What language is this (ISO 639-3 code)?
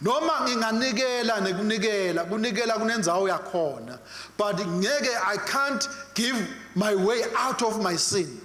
ssw